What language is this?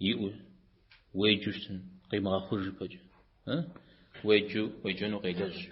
Kabardian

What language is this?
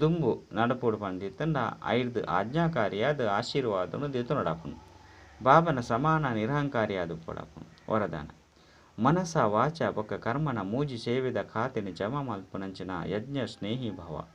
Tulu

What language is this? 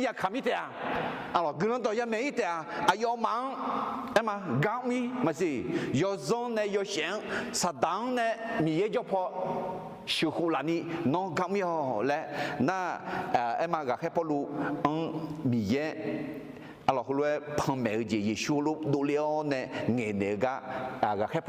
Akha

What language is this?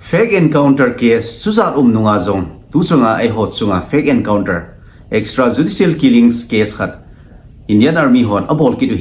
Thado Chin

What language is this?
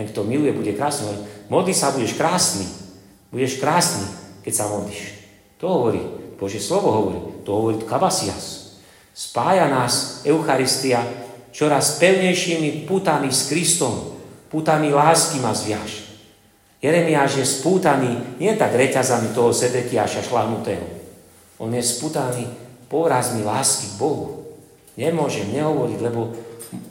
Slovak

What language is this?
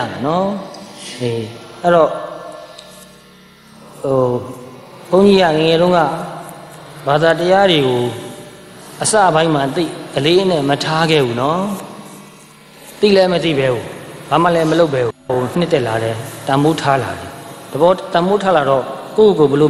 Burmese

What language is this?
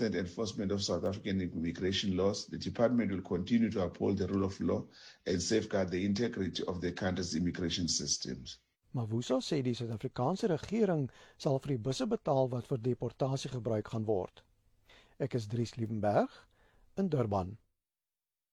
Afrikaans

